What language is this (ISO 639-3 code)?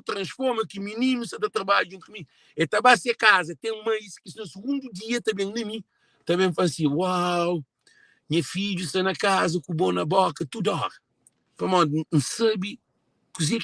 kea